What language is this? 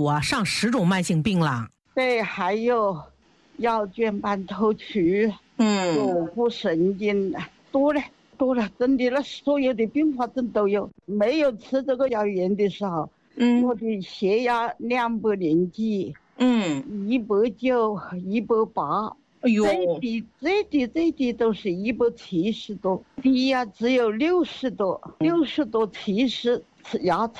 Chinese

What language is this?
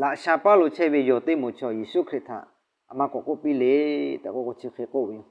Lahu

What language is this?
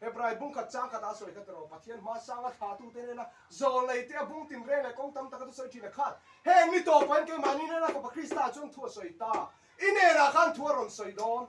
Mizo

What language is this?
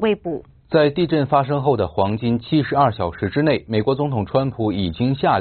Chinese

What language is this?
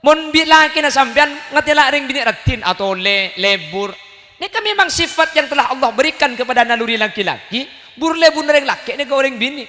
Madurese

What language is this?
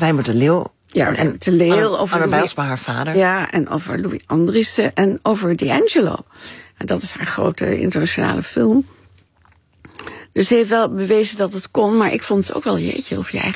Dutch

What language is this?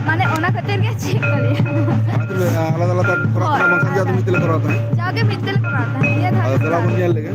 Santali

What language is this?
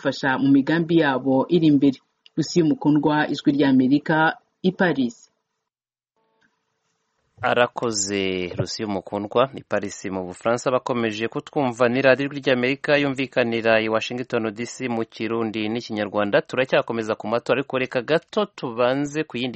Kinyarwanda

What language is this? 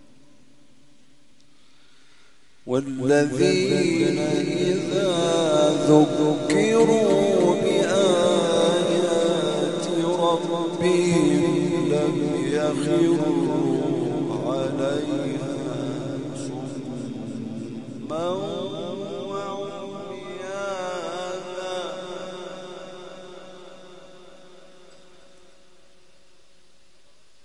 Arabic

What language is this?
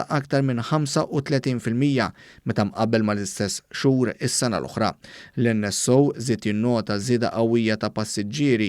Maltese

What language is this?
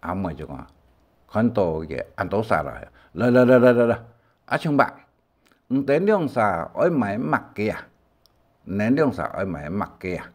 Hakka Chinese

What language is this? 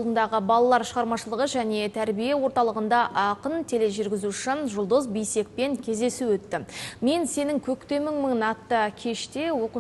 Kazakh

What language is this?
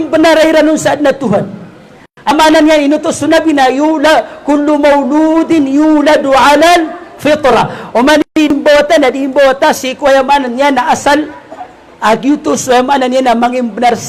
Maranao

